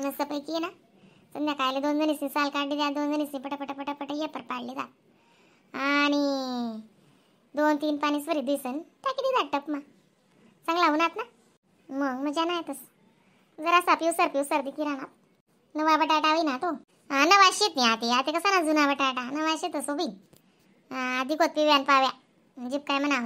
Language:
Khandesi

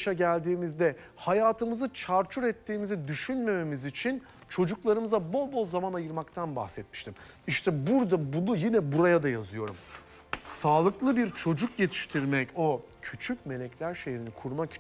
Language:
Turkish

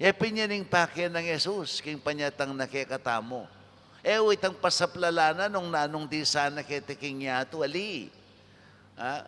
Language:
Pampanga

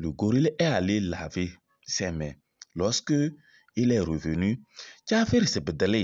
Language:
Kabiyè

